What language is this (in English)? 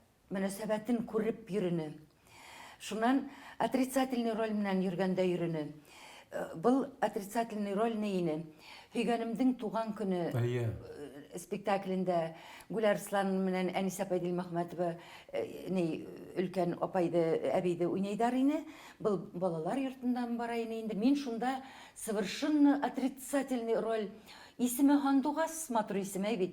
Bashkir